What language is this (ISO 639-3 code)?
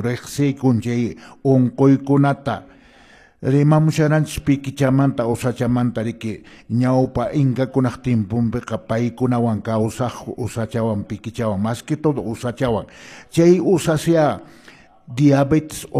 que